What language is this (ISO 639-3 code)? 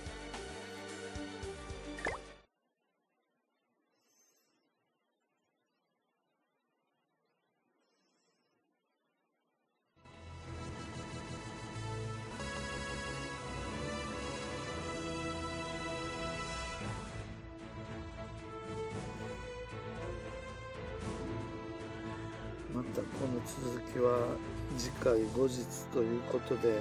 jpn